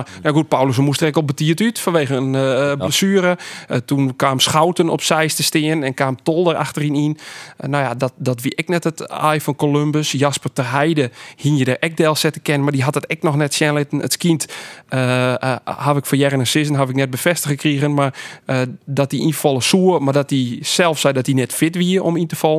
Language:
Western Frisian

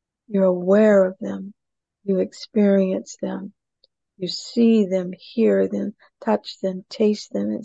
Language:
English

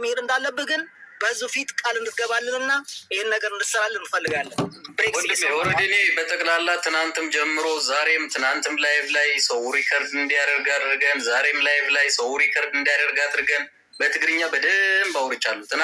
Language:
Amharic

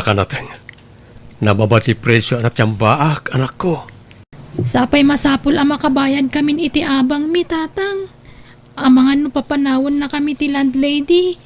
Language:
Iloko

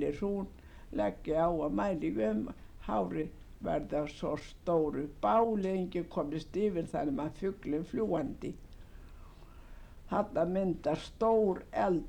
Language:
Icelandic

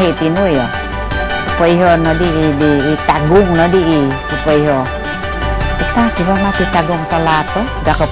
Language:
Central Dusun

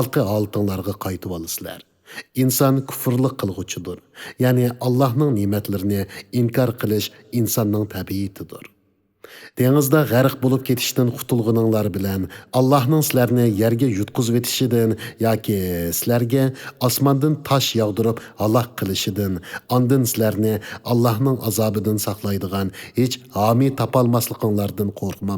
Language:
Uyghur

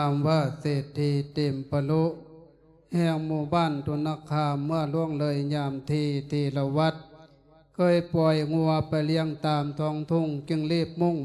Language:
Lao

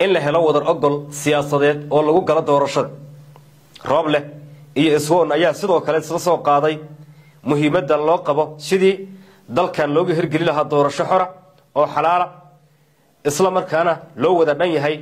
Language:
Somali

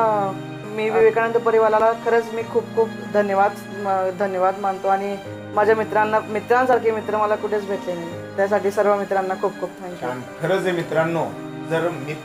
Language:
Marathi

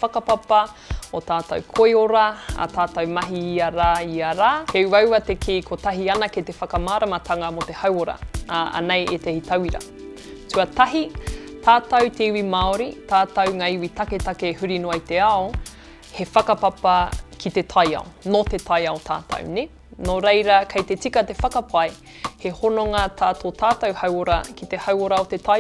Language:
Māori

